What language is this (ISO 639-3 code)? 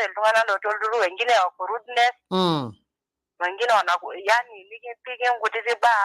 mas